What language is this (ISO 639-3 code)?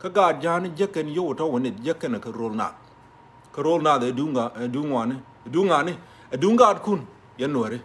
nus